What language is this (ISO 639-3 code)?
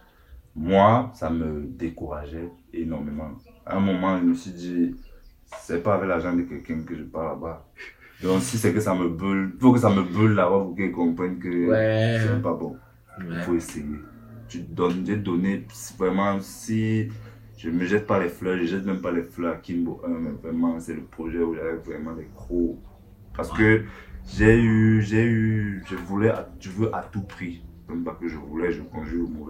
fra